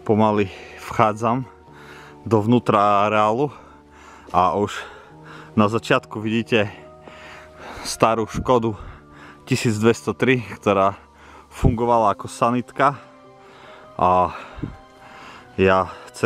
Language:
Slovak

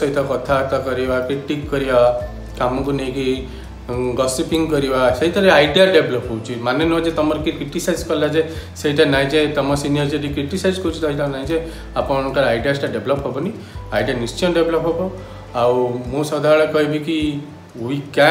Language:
Odia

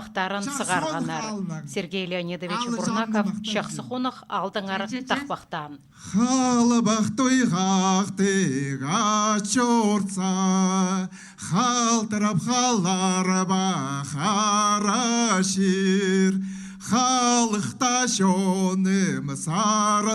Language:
Khakas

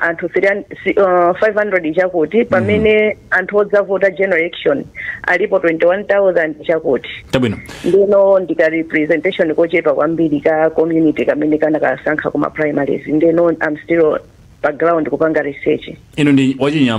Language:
Nyanja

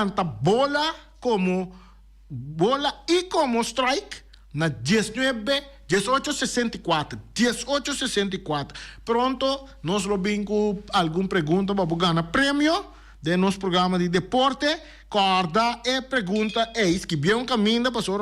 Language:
Papiamento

